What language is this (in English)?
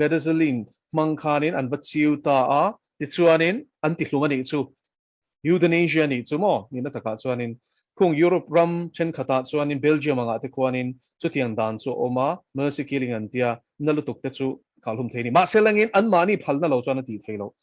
Mizo